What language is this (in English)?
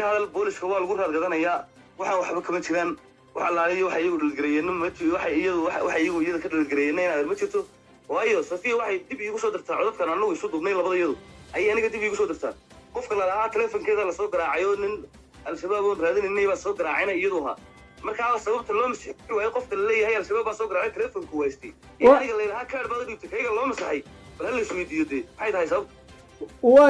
Somali